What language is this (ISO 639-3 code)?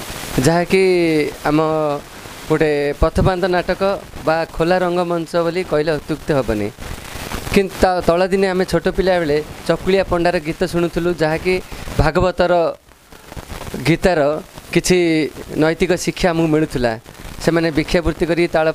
ori